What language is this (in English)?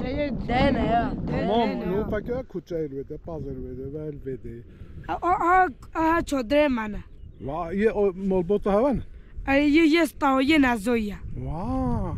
Kurdish